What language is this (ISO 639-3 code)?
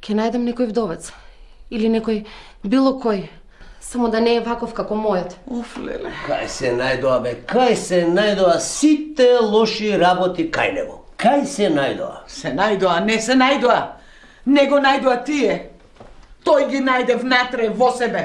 mkd